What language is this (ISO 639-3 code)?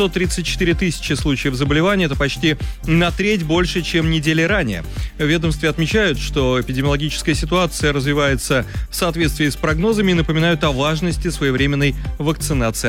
rus